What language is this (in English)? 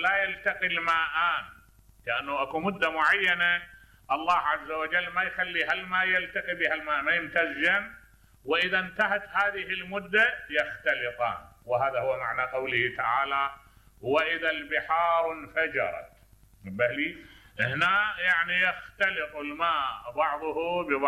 Mesopotamian Arabic